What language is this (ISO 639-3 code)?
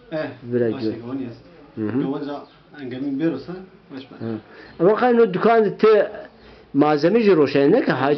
zza